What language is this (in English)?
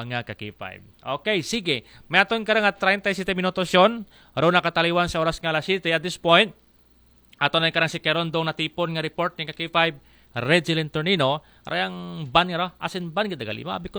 Aklanon